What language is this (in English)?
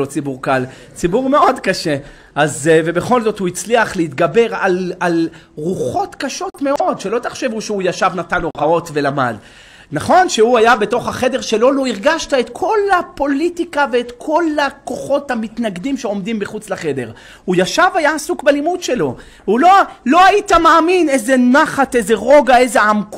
Hebrew